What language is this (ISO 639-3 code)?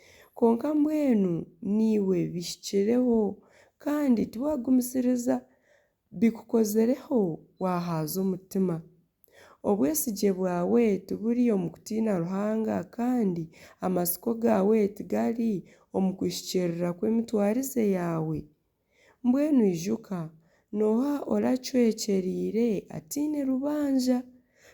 nyn